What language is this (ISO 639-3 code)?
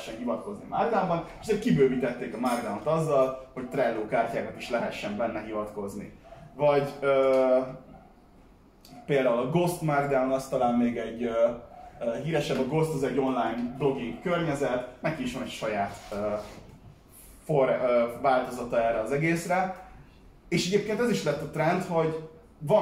hun